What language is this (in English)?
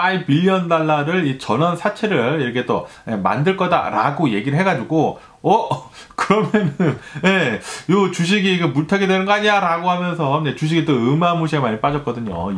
Korean